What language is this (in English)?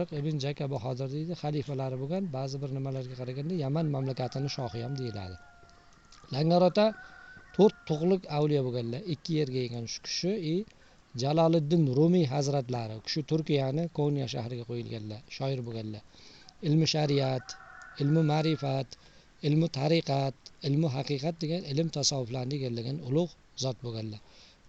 Uzbek